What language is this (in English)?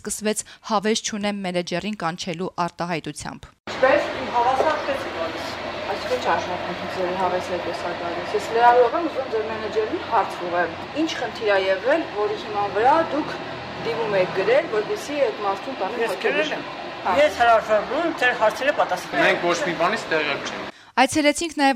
Armenian